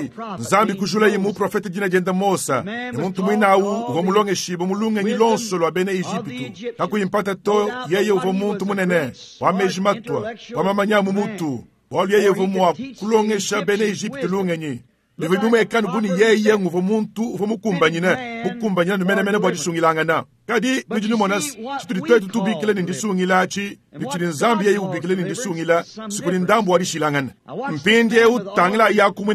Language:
Luba-Lulua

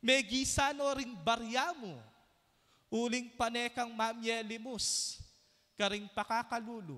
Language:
Pampanga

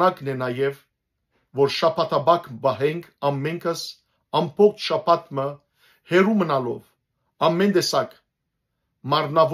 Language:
Western Armenian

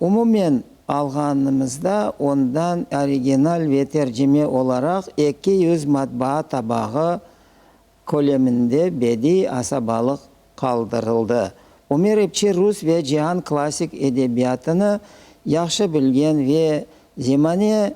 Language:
Crimean Tatar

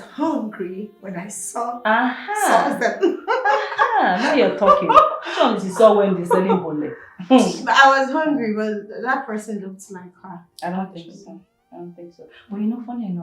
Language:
Nigerian Pidgin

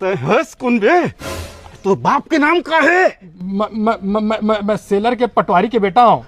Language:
Chhattisgarhi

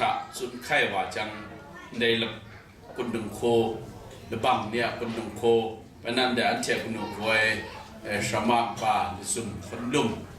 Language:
Kachin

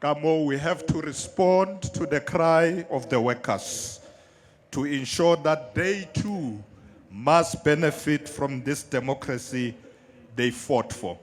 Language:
Zulu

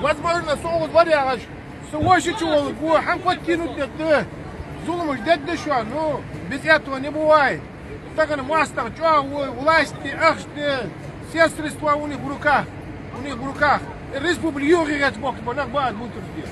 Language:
Ingush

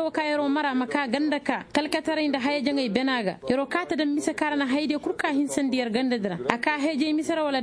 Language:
Koyraboro Senni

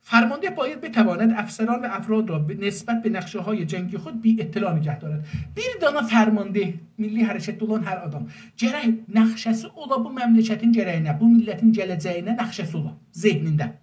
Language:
South Azerbaijani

